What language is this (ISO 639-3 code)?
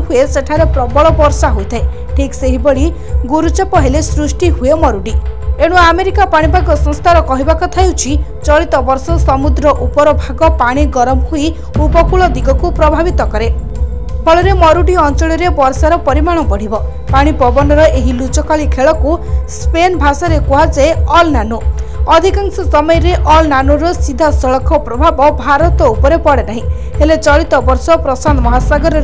ori